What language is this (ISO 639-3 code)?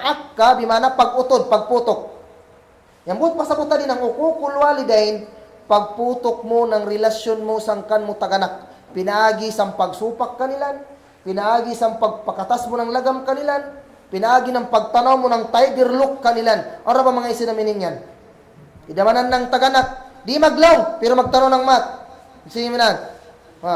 kll